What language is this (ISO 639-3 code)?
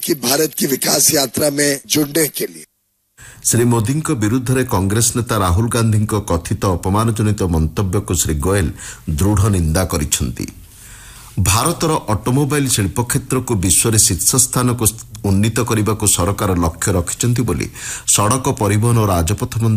ori